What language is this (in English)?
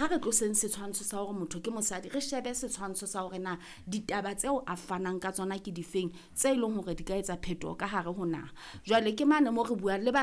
Southern Sotho